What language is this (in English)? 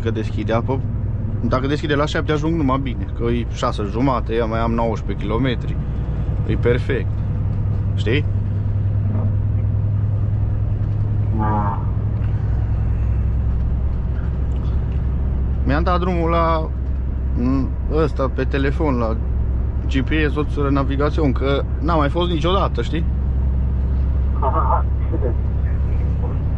Romanian